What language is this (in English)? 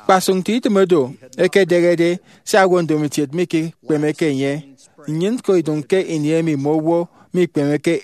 Efik